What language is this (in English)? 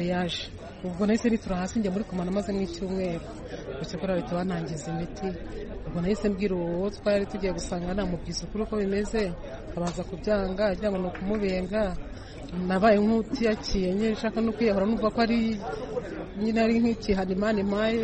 Kinyarwanda